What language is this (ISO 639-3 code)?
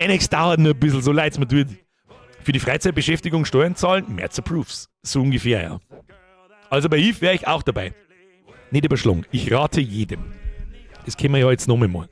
bar